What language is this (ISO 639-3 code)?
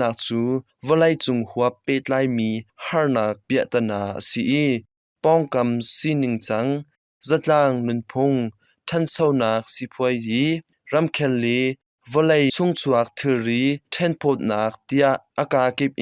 cnh